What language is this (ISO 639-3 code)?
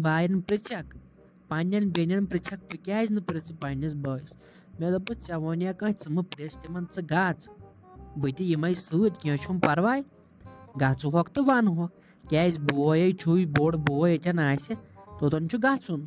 kas